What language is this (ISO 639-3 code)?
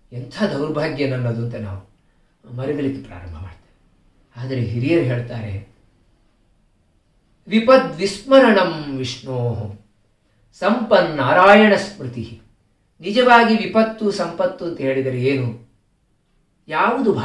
kan